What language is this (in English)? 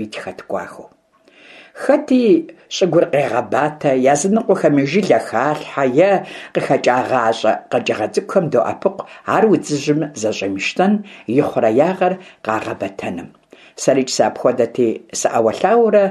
Kabardian